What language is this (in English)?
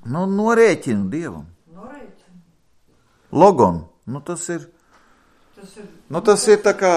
Latvian